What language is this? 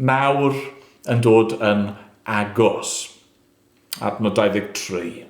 Welsh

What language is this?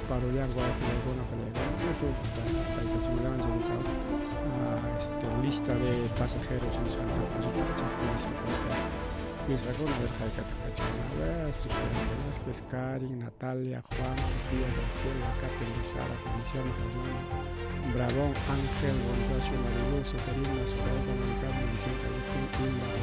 Ayacucho Quechua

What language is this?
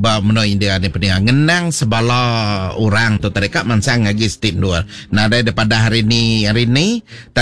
Iban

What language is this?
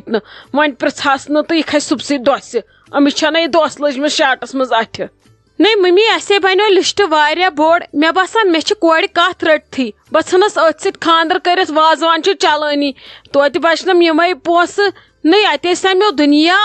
Kashmiri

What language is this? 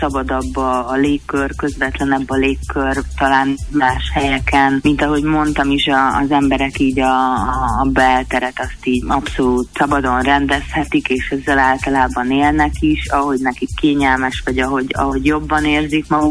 Hungarian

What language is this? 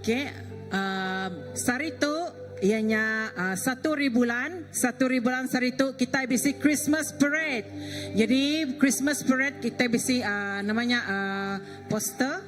Iban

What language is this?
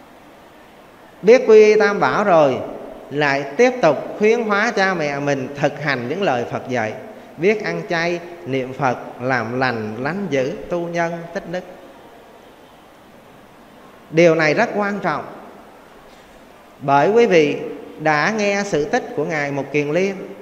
Vietnamese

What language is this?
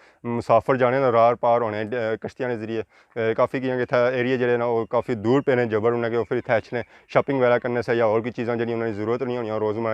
Pahari-Potwari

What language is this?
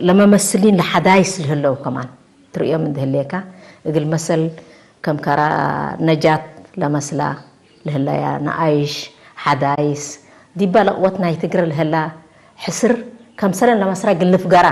Tigre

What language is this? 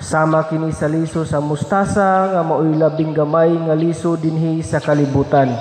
Cebuano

